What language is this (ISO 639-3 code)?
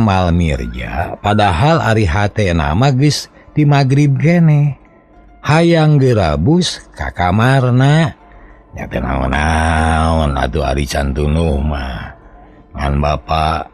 sun